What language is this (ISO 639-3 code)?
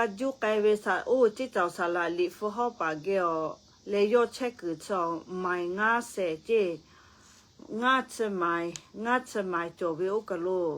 lhu